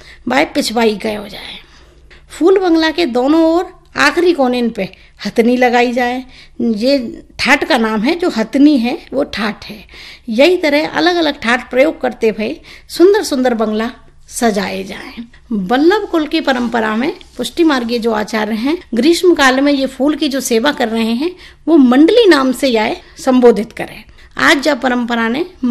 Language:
Hindi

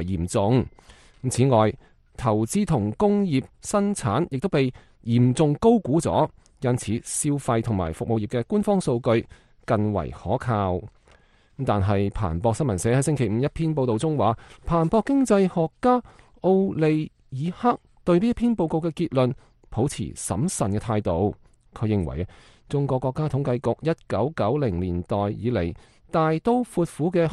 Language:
Cantonese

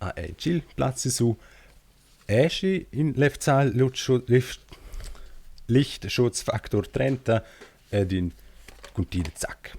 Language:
Romansh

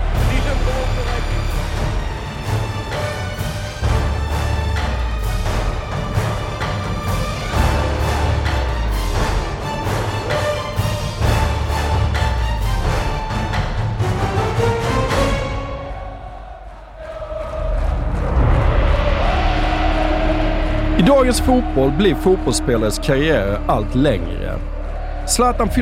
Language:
Swedish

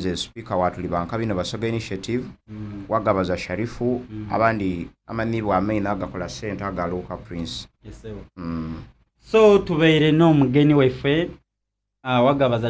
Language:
Soga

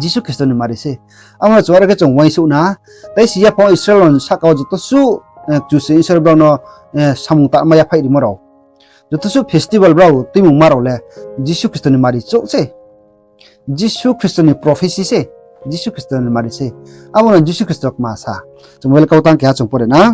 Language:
Riang (India)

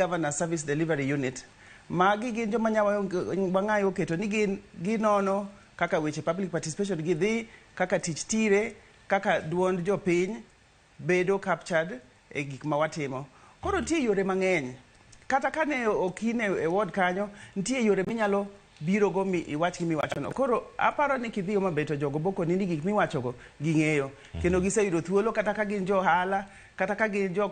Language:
Luo (Kenya and Tanzania)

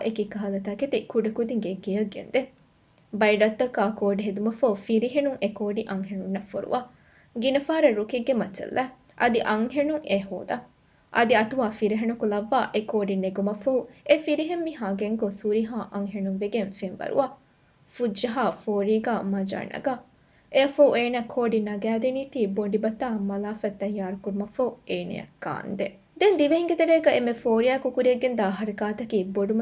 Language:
Divehi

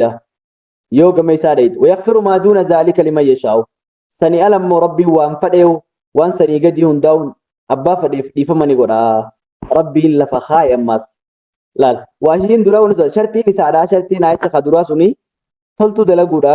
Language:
Oromo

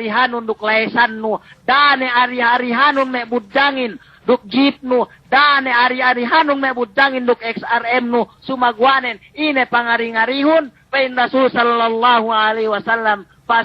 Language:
Yakan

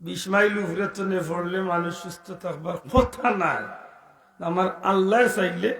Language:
Sylheti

